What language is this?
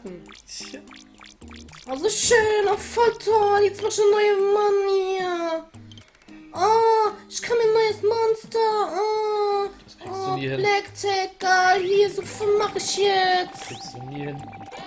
German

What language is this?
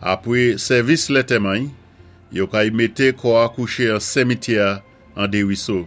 Saint Lucian Creole French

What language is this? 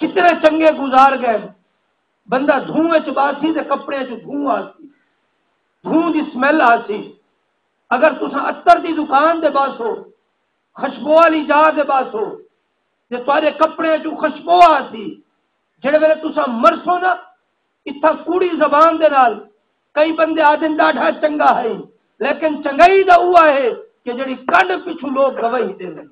Saraiki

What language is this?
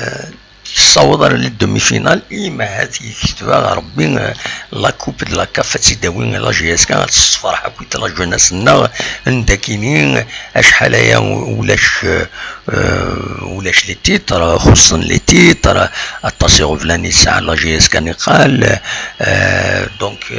Kabyle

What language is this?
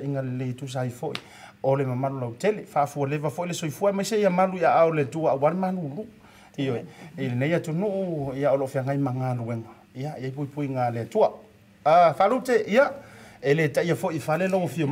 Samoan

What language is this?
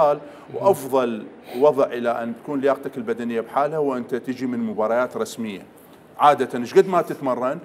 Mesopotamian Arabic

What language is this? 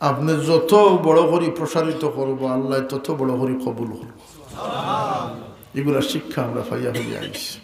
Sylheti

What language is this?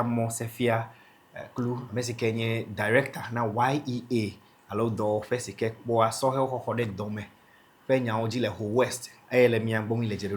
Ewe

